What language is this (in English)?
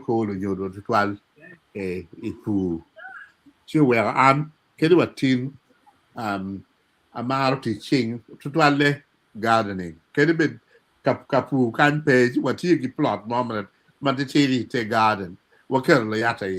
Acoli